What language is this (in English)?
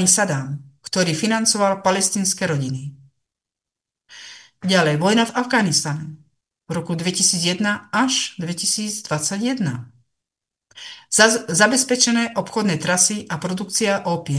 Slovak